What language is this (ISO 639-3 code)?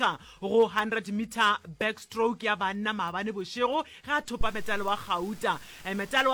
nso